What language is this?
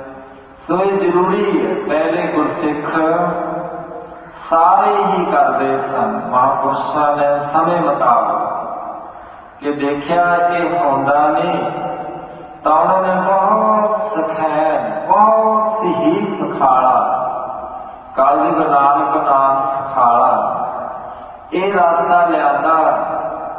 Punjabi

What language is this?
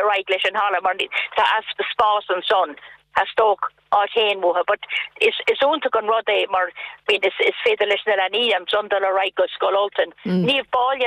Irish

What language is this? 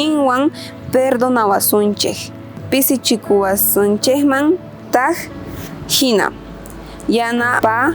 South Bolivian Quechua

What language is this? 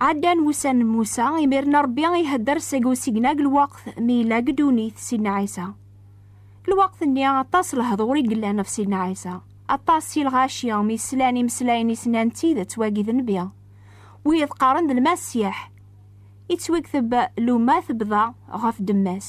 Kabyle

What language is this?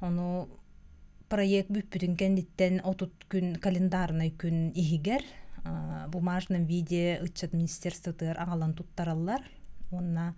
Yakut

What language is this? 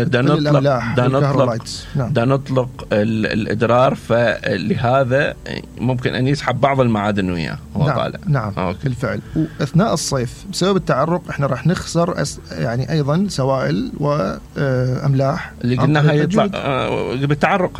Mesopotamian Arabic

